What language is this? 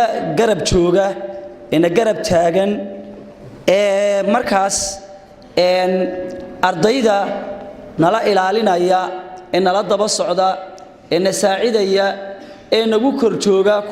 Somali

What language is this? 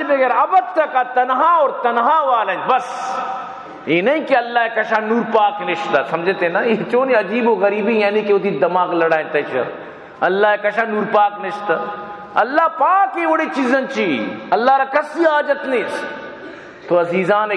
Baluchi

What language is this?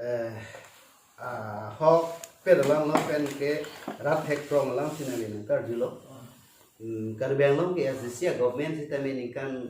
Karbi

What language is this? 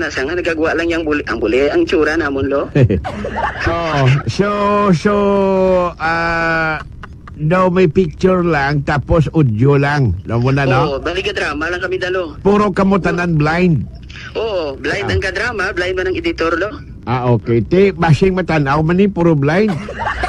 Hiligaynon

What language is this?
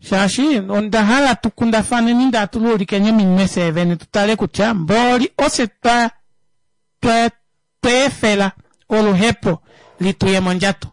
Kuanyama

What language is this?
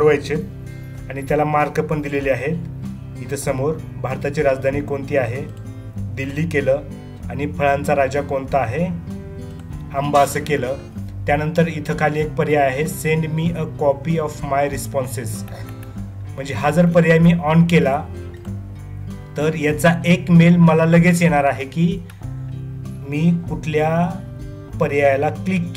Marathi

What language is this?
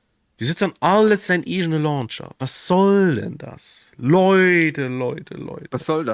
Luxembourgish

